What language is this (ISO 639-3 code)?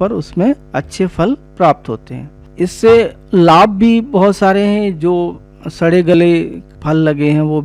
hin